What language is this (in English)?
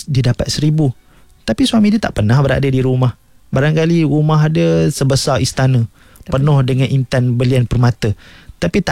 Malay